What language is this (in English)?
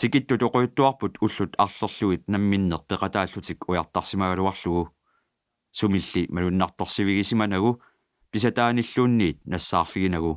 Kalaallisut